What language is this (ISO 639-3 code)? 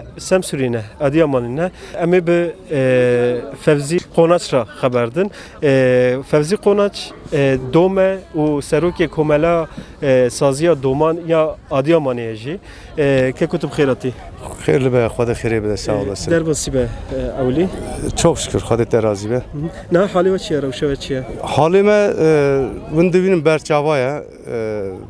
kur